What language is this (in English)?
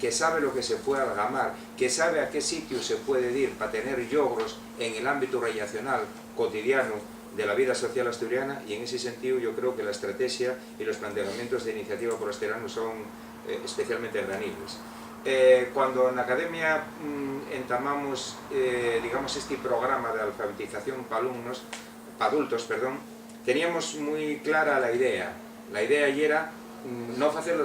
Asturian